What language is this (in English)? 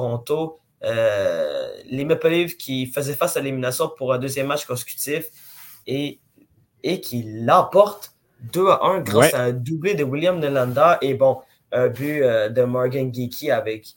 French